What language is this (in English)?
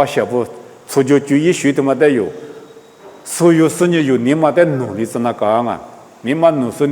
Lisu